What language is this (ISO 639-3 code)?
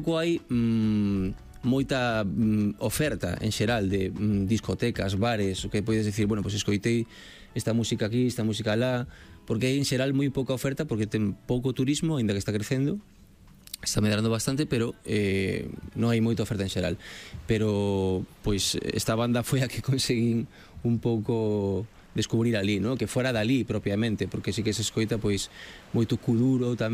glg